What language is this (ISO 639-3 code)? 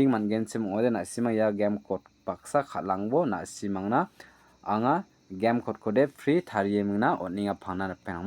grt